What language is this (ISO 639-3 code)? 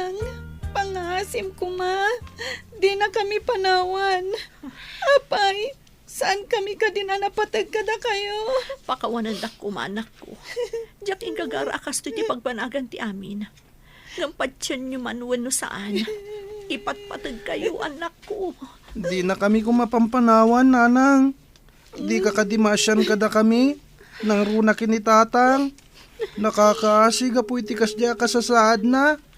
ilo